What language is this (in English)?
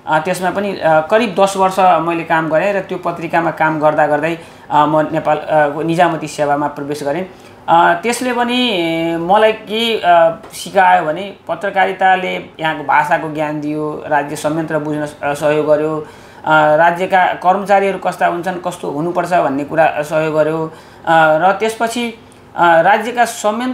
Nepali